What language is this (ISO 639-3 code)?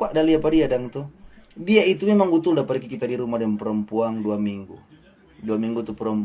xmm